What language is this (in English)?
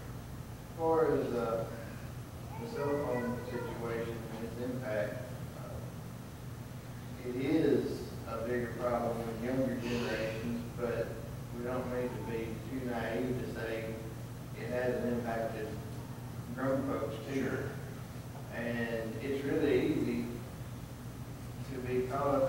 English